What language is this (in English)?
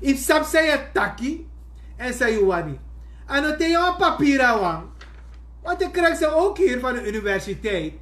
Sranan Tongo